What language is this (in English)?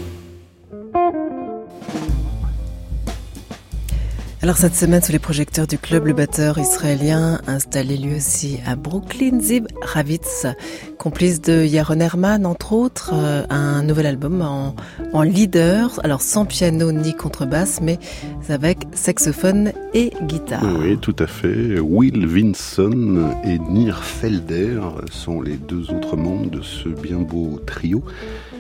French